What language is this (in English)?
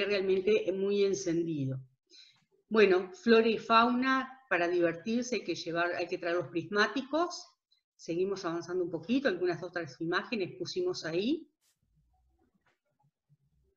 Spanish